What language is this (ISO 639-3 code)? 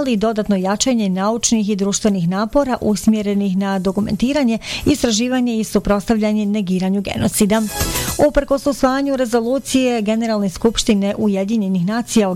bos